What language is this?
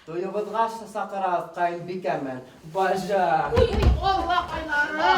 Bashkir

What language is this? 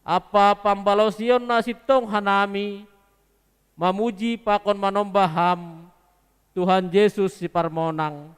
Batak Simalungun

